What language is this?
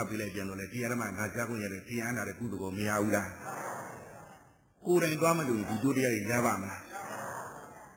Burmese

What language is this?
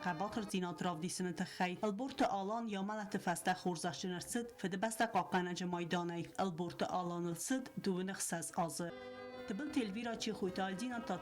Ossetic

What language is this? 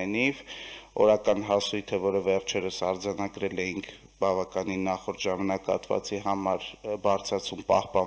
Armenian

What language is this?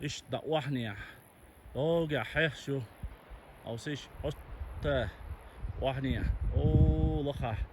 Chechen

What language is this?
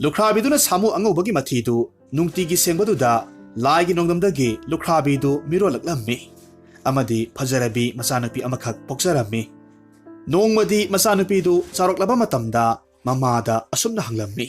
Manipuri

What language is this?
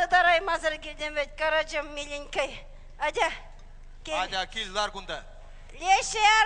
Chuvash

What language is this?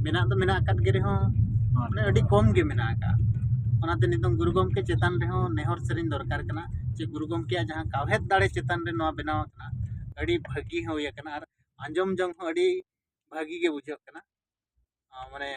Santali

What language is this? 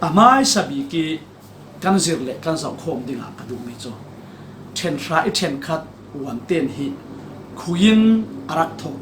Falam Chin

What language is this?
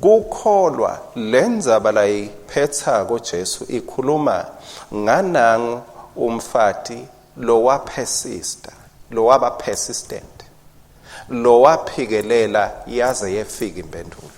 Swati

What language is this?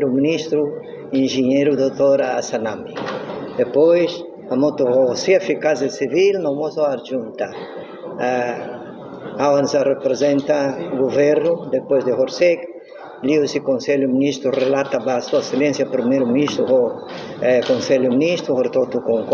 Tetum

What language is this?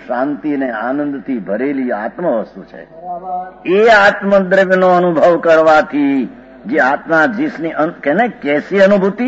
Gujarati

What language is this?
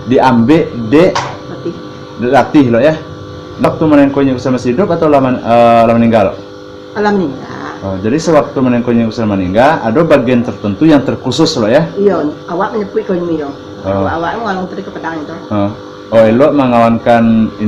Minangkabau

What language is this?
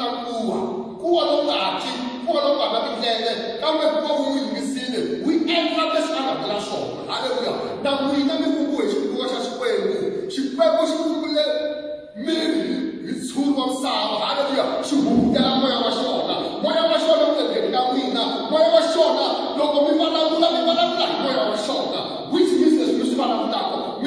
Tsonga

